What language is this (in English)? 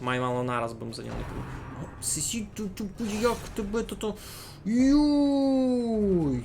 Rusyn